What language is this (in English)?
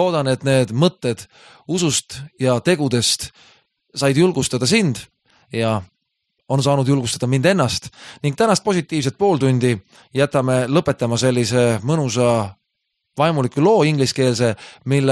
Estonian